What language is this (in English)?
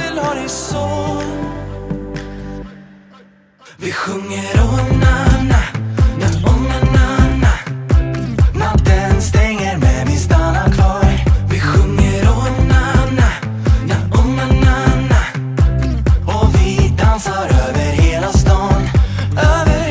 Swedish